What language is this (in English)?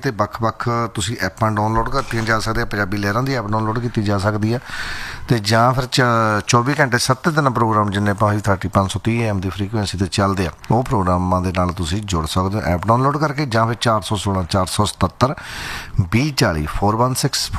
Punjabi